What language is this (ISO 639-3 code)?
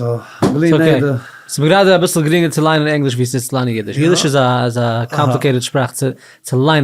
yid